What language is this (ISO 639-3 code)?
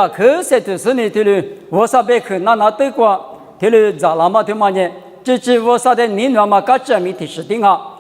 lis